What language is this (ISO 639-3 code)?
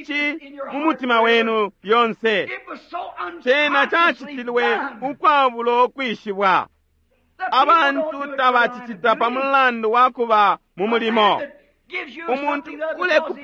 bem